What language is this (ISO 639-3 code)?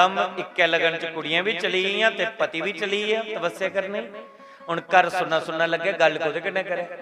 doi